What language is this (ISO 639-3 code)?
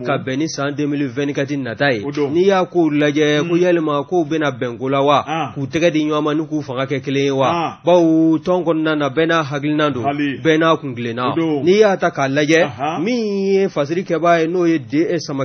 bam